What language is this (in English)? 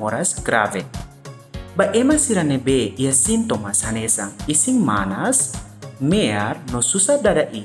Tetum